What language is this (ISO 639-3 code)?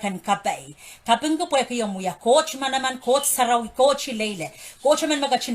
pon